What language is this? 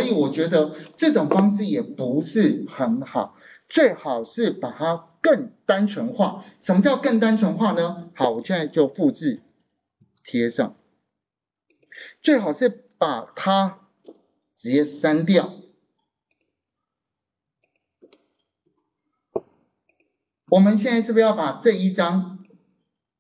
Chinese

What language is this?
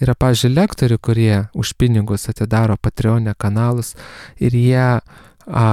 Lithuanian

